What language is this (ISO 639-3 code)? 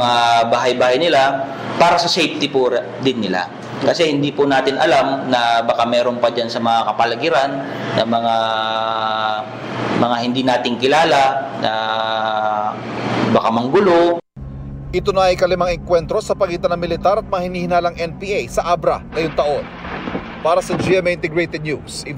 fil